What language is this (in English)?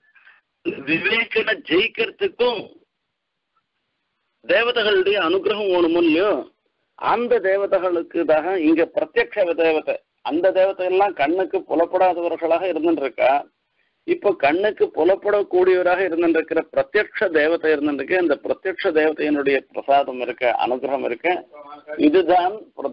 Tamil